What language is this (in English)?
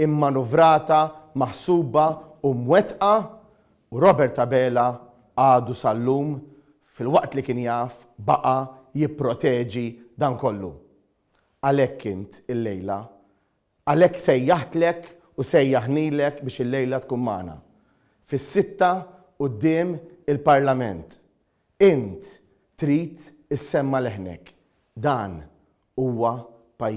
Maltese